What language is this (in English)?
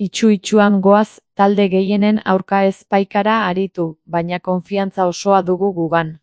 Basque